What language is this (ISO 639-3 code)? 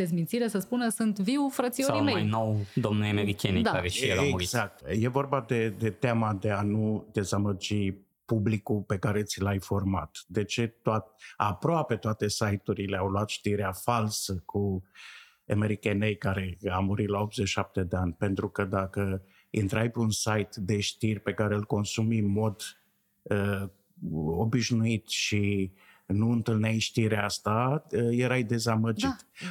ron